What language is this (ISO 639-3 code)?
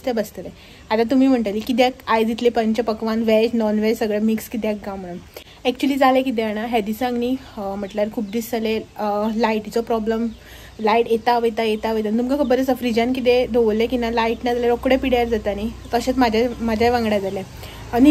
kok